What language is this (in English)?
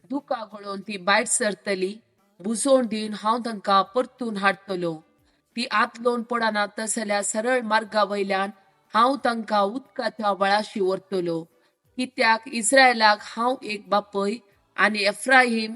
Konkani